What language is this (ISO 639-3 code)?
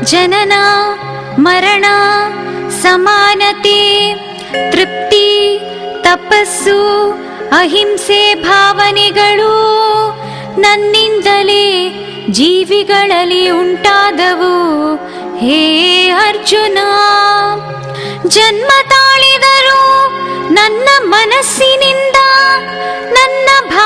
kan